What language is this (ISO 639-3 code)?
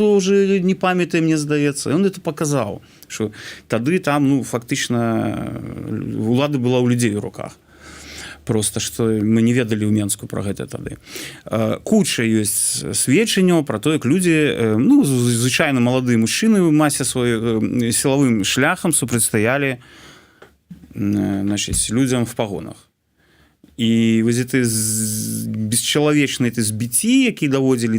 bel